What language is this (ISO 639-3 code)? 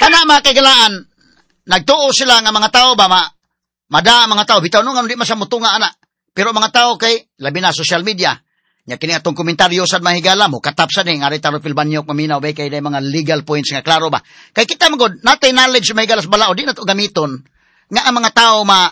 ceb